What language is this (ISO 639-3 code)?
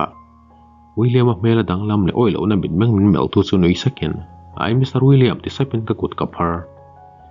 lus